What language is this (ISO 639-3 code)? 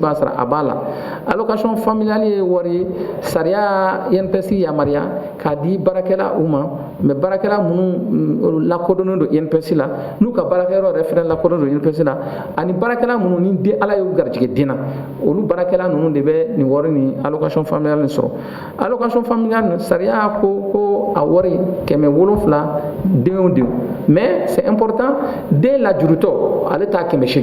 bam